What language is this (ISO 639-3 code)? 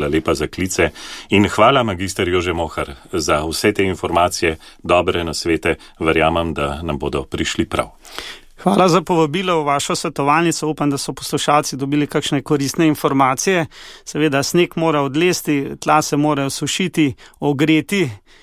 slv